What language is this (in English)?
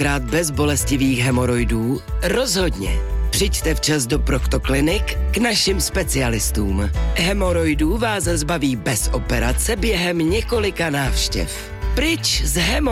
Czech